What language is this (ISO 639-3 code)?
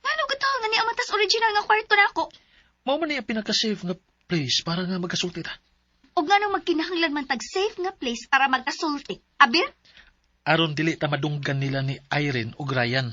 ceb